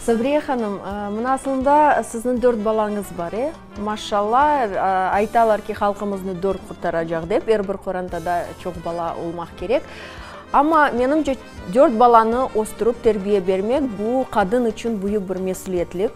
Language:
Crimean Tatar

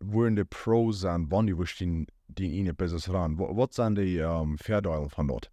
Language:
Plautdietsch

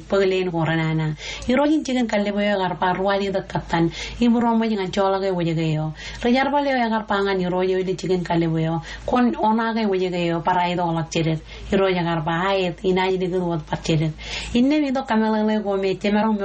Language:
Marshallese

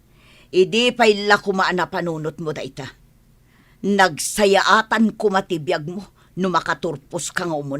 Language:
Iloko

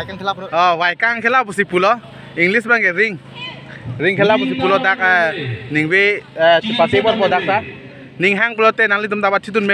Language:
Karbi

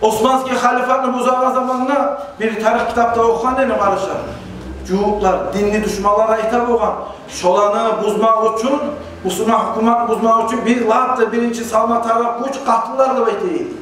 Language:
Kumyk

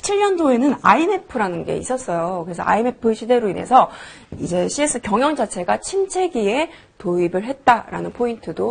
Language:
Korean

